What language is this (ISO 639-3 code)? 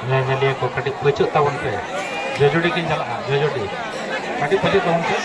sat